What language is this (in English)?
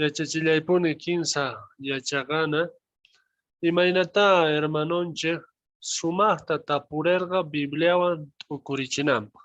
South Bolivian Quechua